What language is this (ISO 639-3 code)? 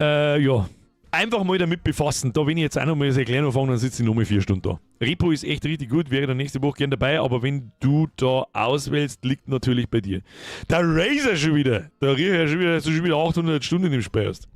bar